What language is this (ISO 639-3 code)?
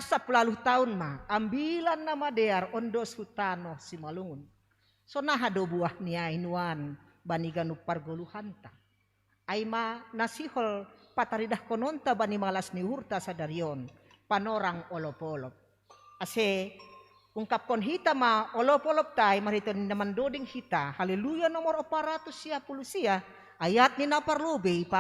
bts